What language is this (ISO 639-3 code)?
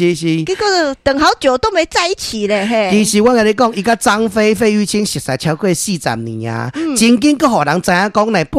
nan